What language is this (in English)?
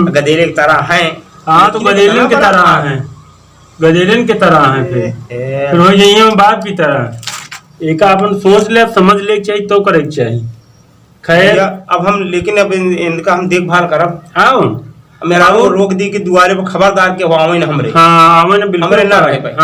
Awadhi